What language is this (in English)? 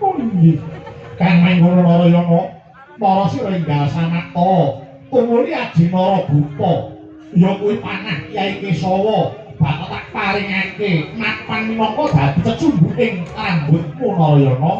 Javanese